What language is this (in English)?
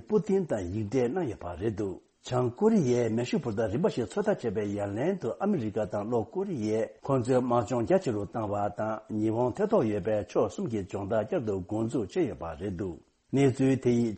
Tibetan